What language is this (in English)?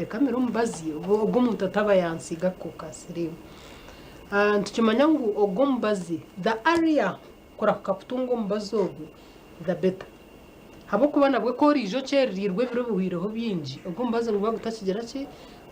Nyankole